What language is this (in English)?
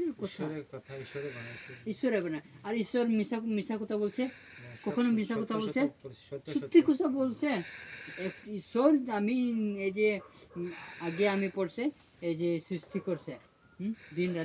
Santali